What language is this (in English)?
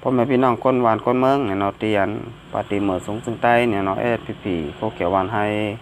Shan